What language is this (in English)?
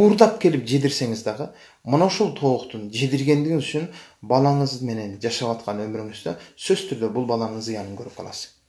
Kyrgyz